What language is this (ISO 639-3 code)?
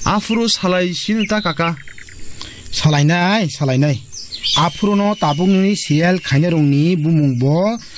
trp